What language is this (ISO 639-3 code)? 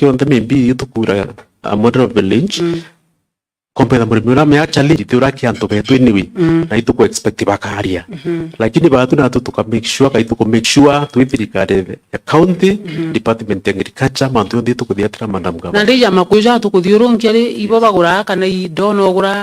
mer